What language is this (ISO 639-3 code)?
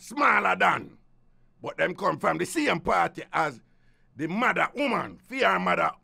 jam